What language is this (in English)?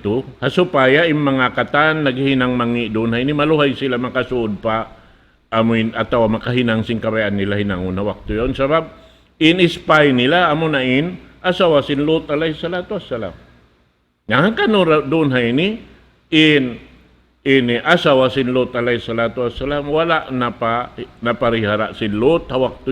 Tausug